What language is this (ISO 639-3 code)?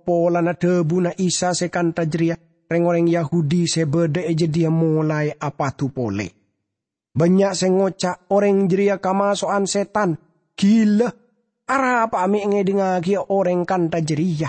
mad